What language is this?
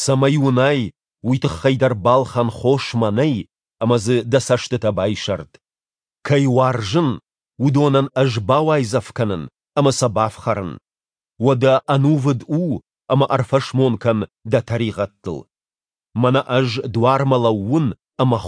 Ossetic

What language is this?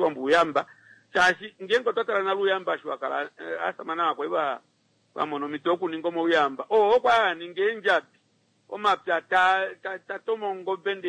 Kuanyama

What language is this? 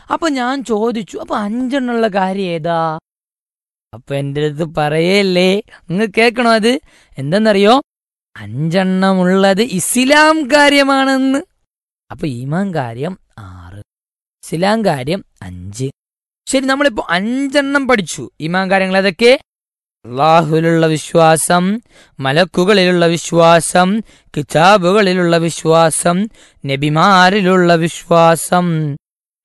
Malayalam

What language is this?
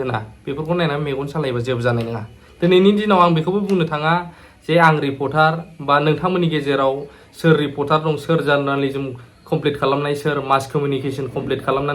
Bodo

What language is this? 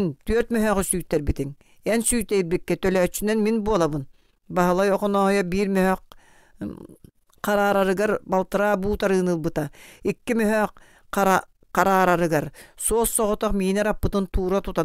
Yakut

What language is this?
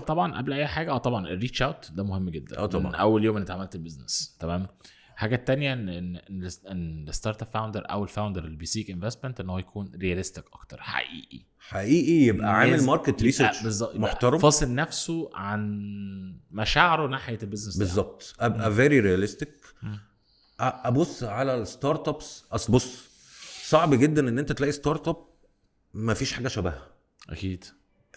Egyptian Arabic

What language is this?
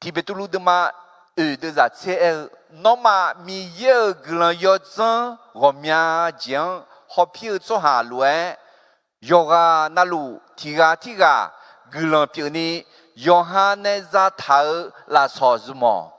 Akha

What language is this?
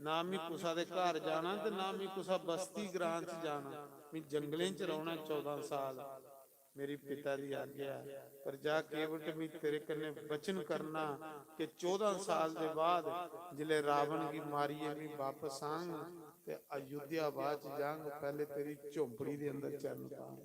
Dogri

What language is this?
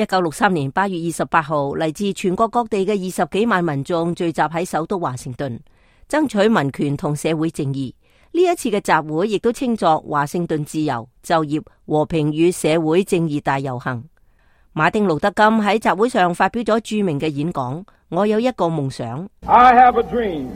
Cantonese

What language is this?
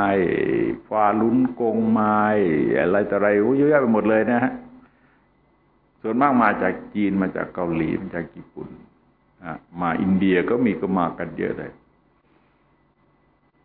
Thai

